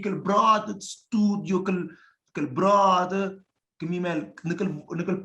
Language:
Kabuverdianu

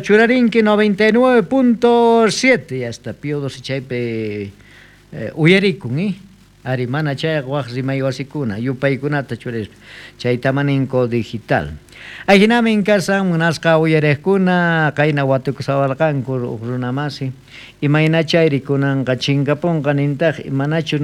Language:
South Bolivian Quechua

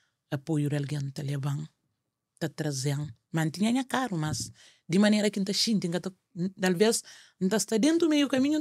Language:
Kabuverdianu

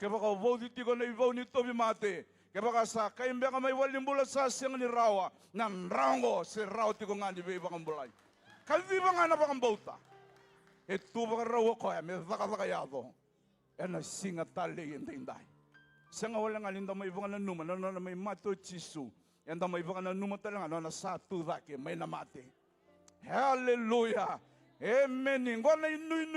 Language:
Fijian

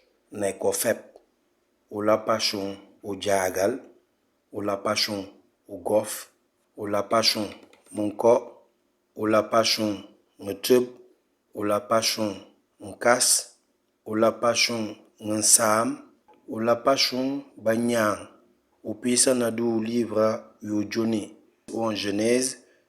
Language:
Mankanya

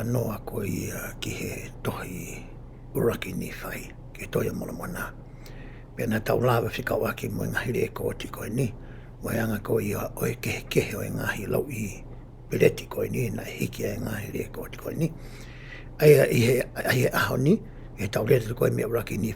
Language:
Tongan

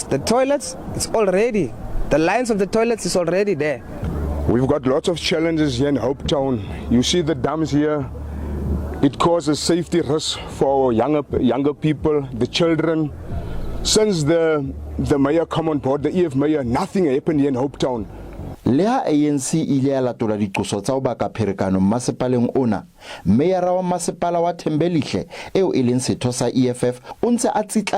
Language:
Southern Sotho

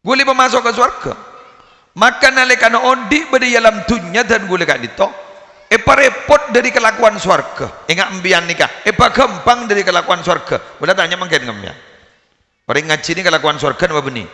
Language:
Madurese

